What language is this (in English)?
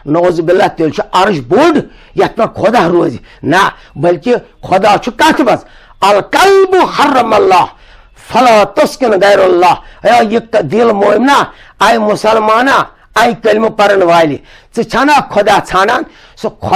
Kashmiri